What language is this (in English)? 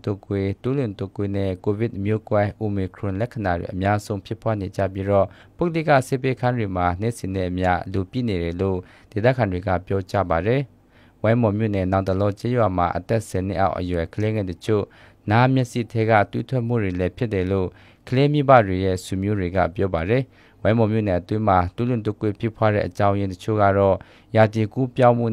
Burmese